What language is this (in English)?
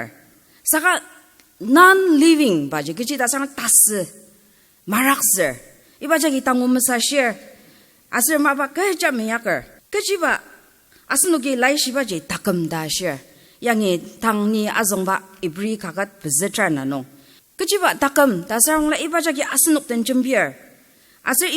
Ao Naga